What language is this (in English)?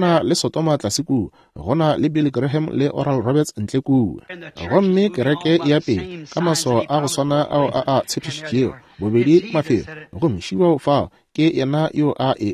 Northern Sotho